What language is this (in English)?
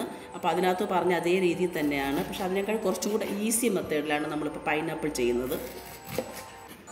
Malayalam